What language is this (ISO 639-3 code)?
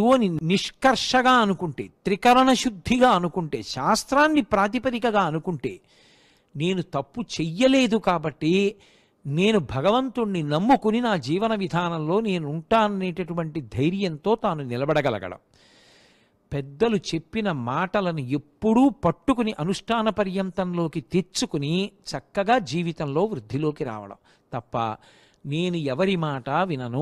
tel